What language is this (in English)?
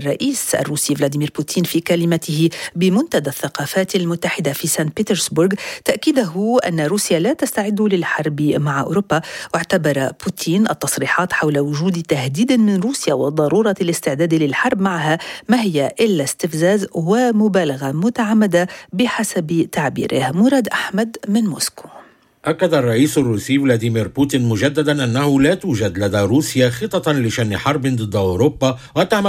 Arabic